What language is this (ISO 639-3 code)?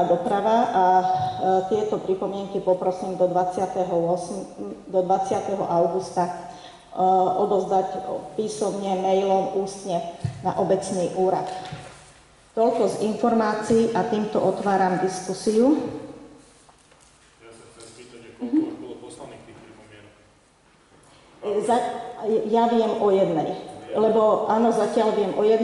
slk